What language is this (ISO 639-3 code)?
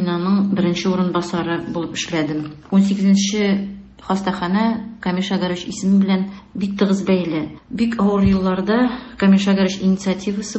tat